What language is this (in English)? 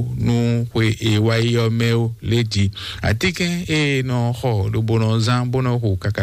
Fon